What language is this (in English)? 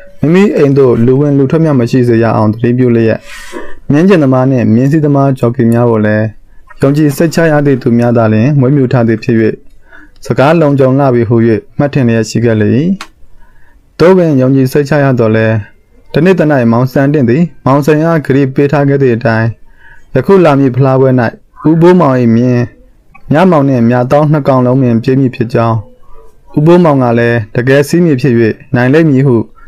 Burmese